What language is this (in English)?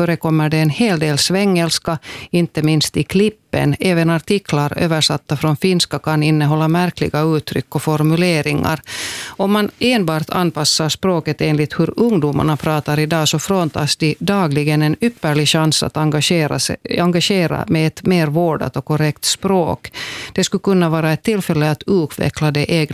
Swedish